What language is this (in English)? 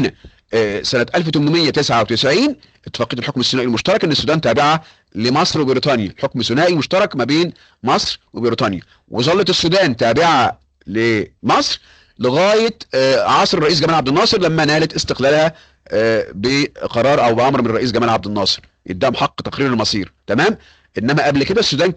Egyptian Arabic